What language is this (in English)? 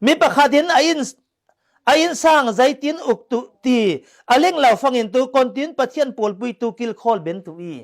Falam Chin